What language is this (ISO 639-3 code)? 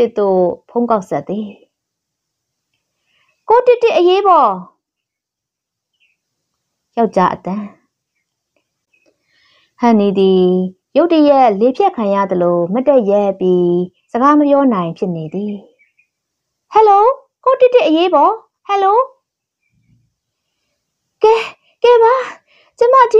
mya